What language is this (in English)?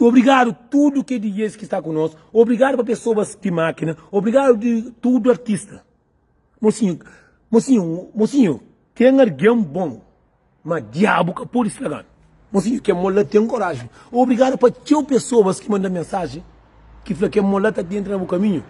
Kabuverdianu